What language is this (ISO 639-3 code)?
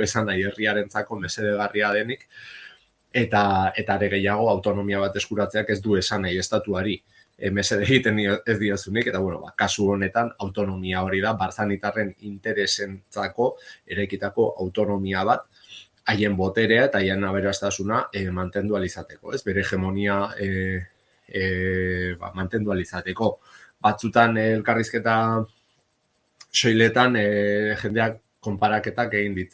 eus